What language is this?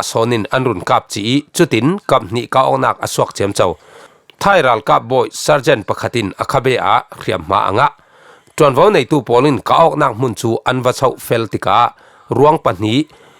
Falam Chin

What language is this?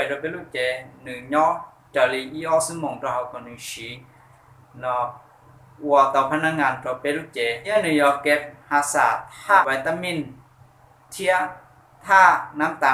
Hmong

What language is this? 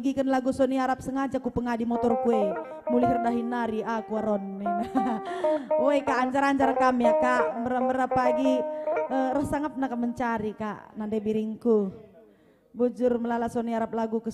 Batak Karo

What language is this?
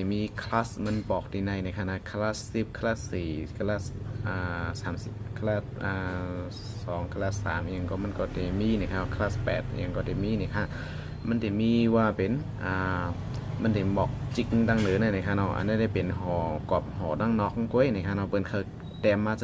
Shan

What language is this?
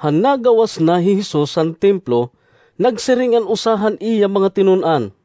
Waray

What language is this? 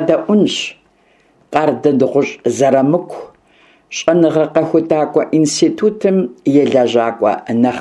Kabardian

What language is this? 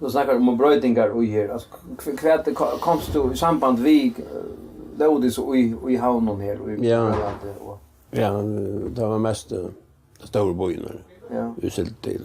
Faroese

